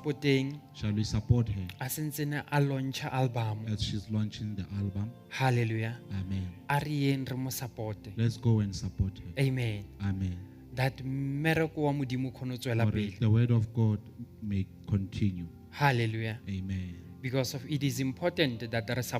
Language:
Southern Sotho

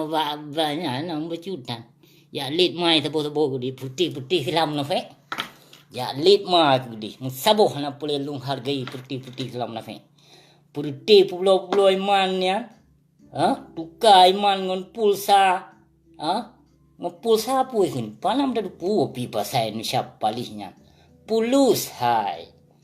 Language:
Achinese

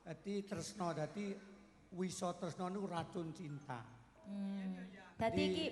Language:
Javanese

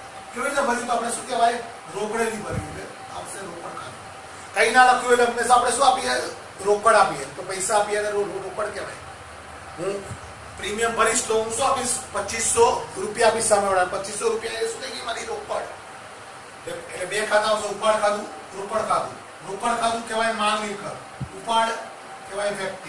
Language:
Gujarati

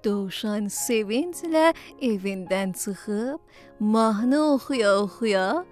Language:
South Azerbaijani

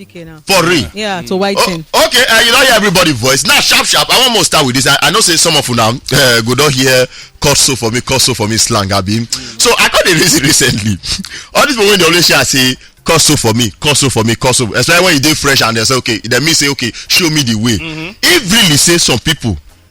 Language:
Nigerian Pidgin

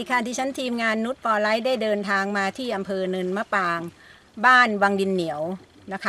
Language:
Thai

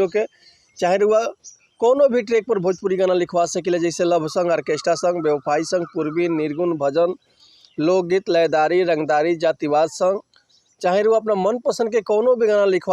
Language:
Bhojpuri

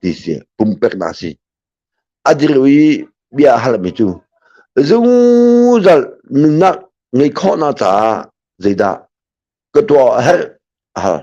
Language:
Hakha Chin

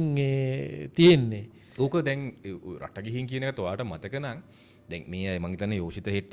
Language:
Sinhala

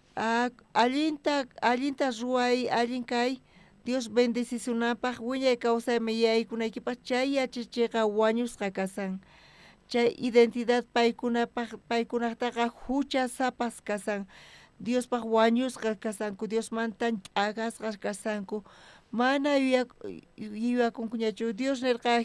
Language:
South Bolivian Quechua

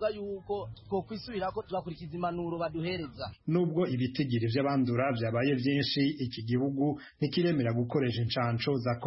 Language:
Kinyarwanda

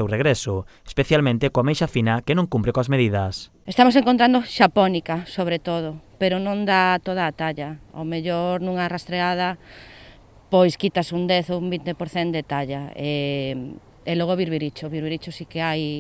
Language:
Galician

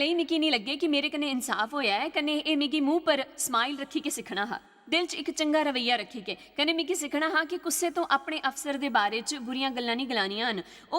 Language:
Dogri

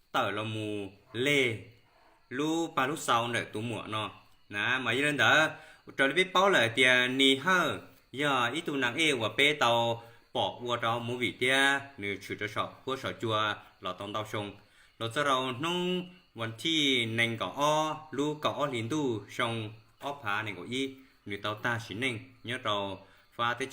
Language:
Hmong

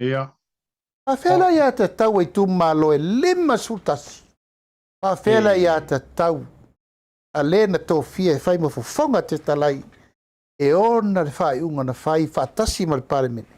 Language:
Samoan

